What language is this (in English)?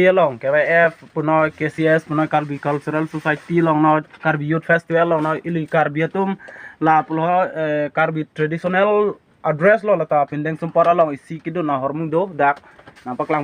Karbi